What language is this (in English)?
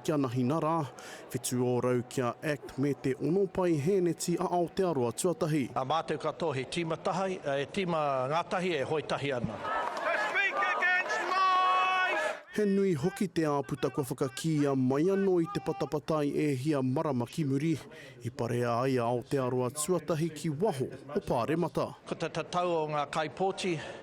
Māori